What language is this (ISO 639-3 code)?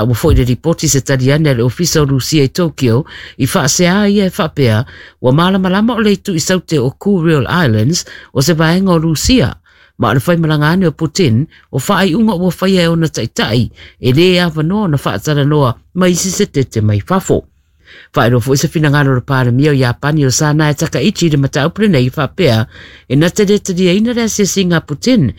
smo